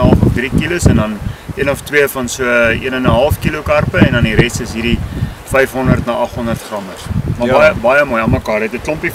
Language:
Afrikaans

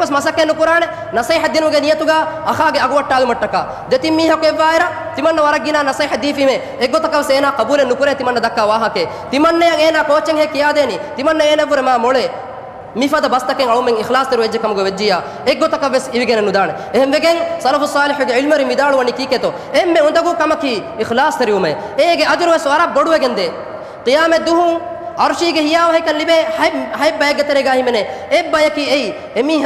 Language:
Divehi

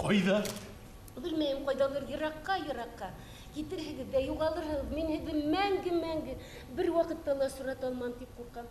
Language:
Bashkir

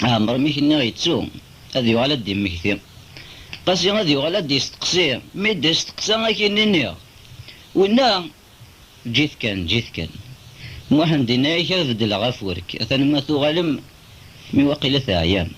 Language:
Kabyle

